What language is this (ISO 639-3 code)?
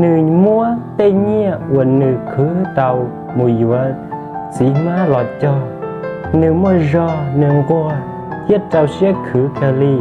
hmn